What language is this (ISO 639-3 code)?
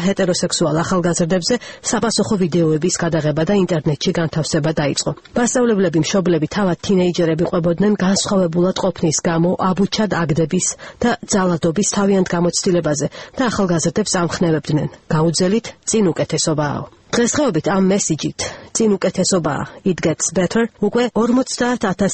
kat